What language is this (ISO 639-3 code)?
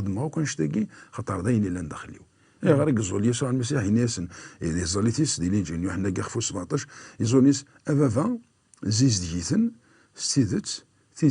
kab